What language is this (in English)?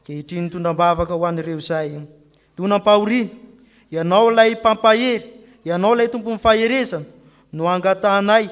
Malagasy